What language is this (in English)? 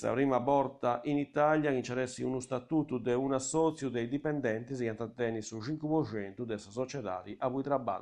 Sardinian